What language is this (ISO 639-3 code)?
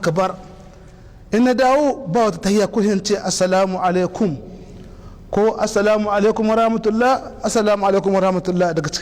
hau